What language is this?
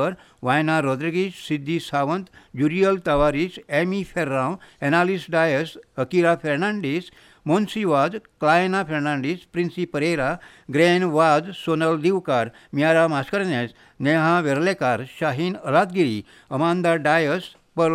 Konkani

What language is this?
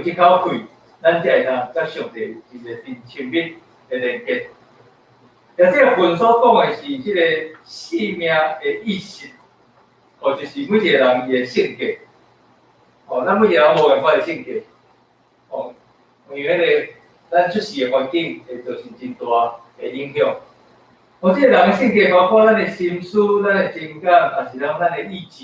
Min Nan Chinese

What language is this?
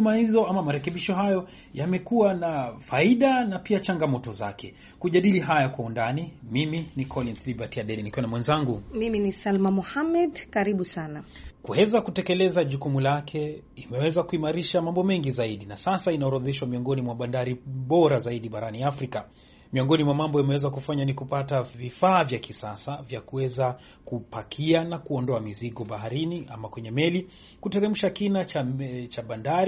Swahili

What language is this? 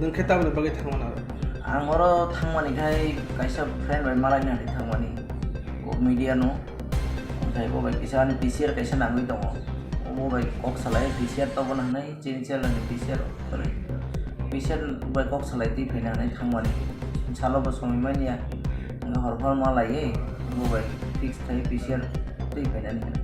Kok Borok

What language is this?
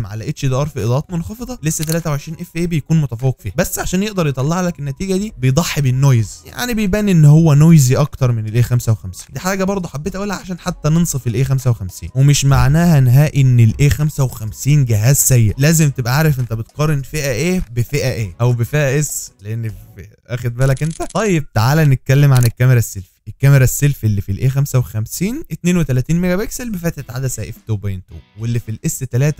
Egyptian Arabic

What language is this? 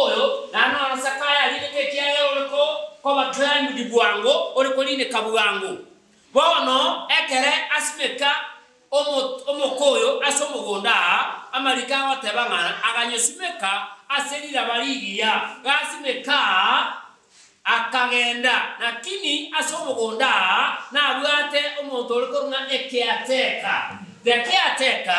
Gusii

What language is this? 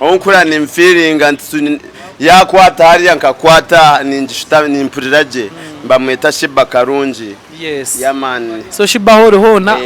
Nyankole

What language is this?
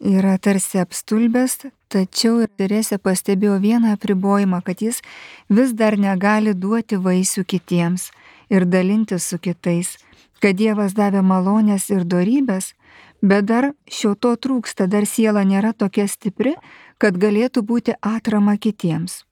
Lithuanian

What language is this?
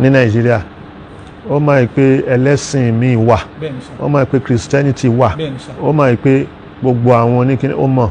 Yoruba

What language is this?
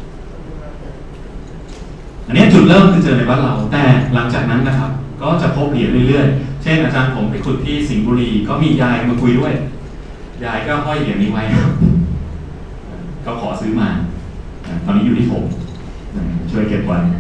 Thai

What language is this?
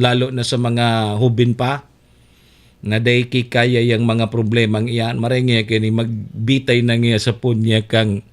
Bikol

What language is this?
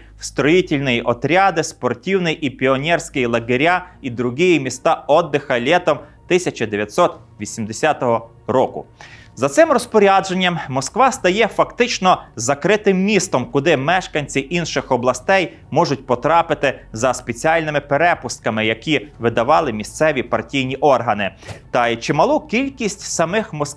Ukrainian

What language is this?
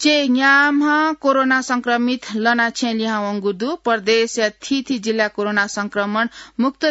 Newari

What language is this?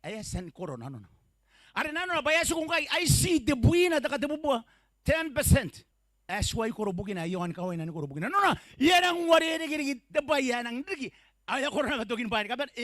Gilbertese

